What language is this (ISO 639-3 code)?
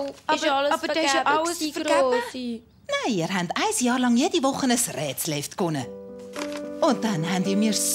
gsw